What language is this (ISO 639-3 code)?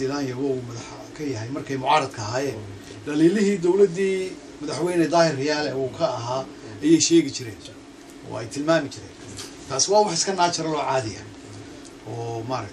som